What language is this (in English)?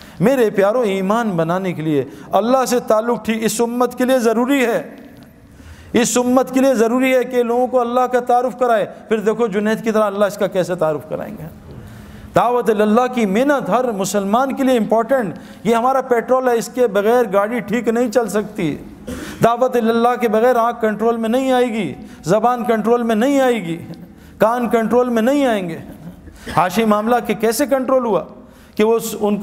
Urdu